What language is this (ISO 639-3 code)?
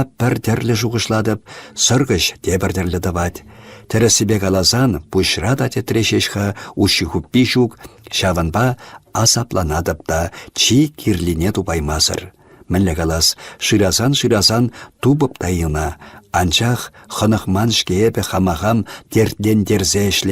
chv